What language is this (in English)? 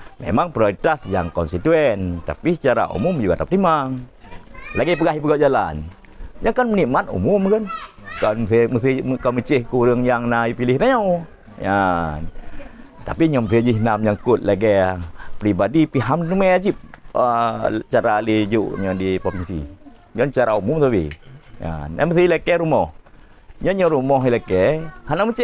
Achinese